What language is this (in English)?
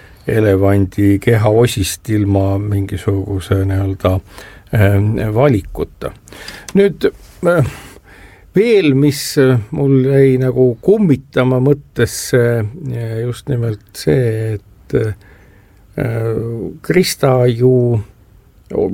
Estonian